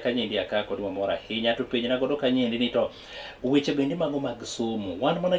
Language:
Luo (Kenya and Tanzania)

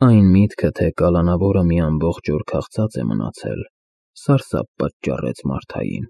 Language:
Armenian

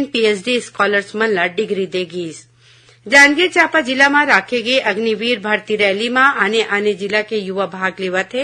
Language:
Chhattisgarhi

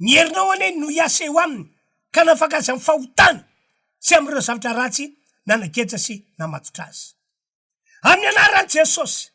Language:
Malagasy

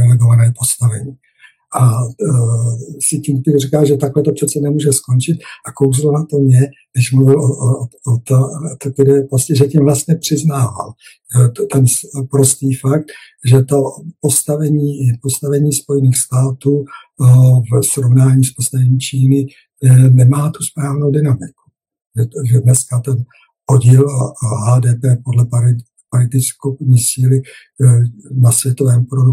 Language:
Czech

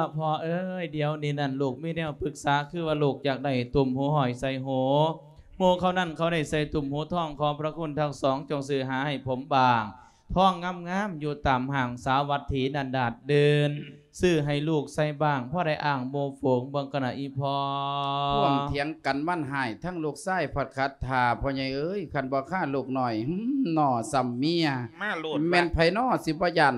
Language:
Lao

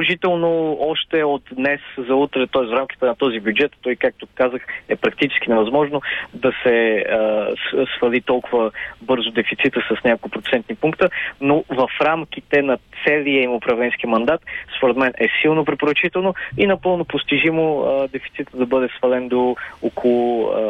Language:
Bulgarian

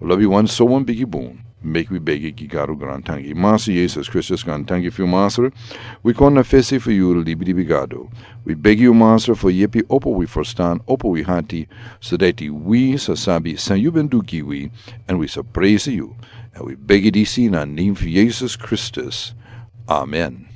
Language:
Sranan Tongo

